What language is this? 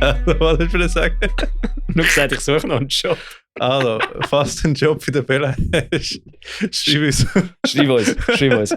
Swiss German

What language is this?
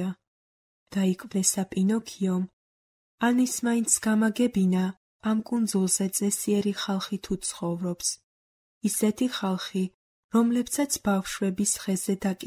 Georgian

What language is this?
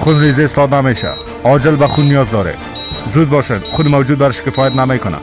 Persian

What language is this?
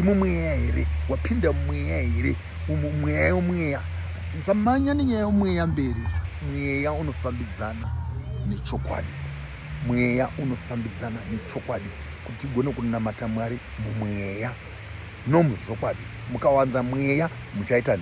Shona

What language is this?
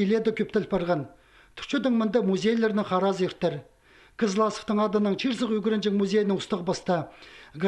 Khakas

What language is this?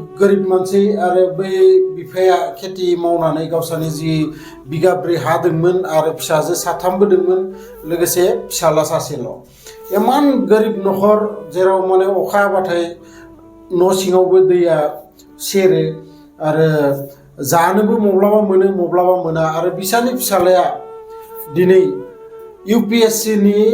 Bodo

